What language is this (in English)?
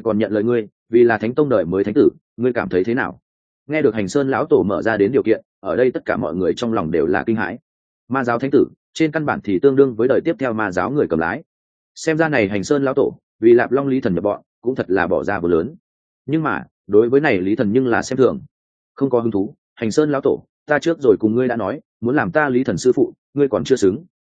Vietnamese